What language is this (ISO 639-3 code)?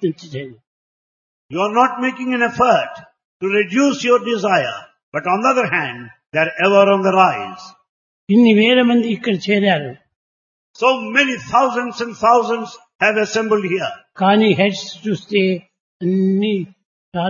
tel